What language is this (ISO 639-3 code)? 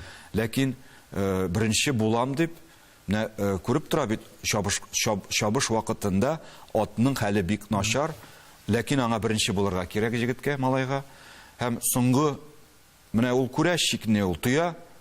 tat